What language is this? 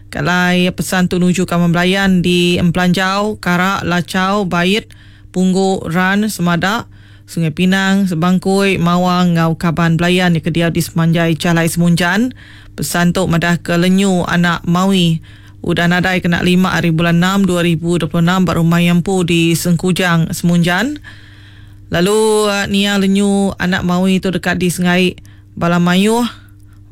Iban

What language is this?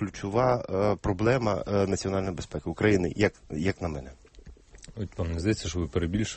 Ukrainian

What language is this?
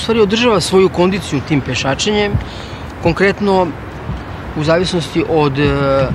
Serbian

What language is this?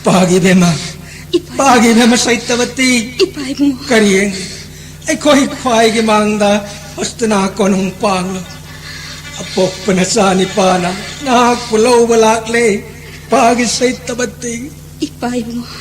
Manipuri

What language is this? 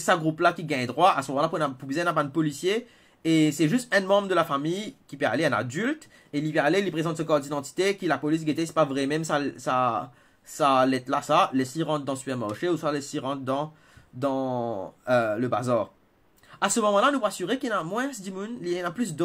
Morisyen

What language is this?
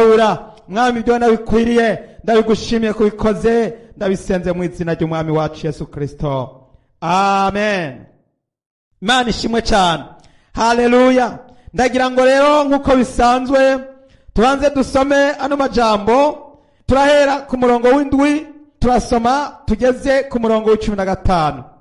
Rundi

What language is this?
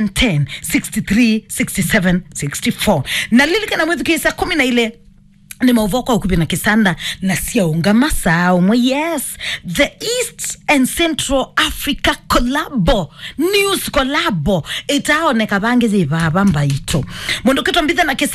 Kamba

